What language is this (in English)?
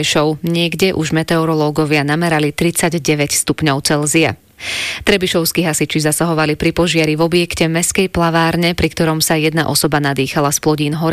Slovak